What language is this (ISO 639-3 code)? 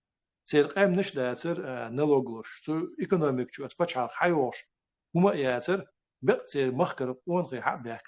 che